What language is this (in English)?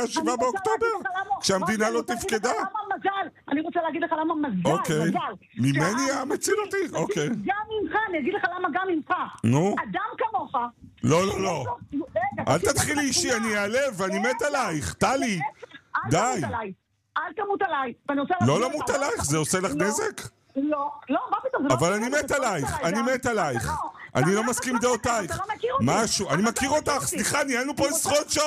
Hebrew